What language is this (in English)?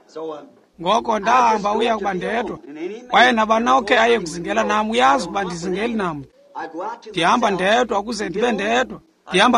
Xhosa